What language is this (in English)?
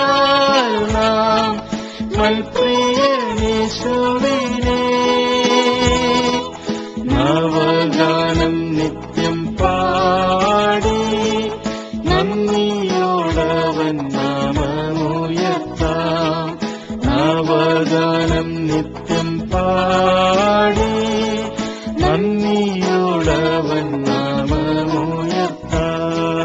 Malayalam